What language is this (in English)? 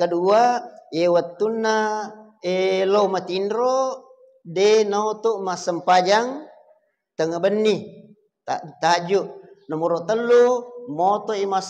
Buginese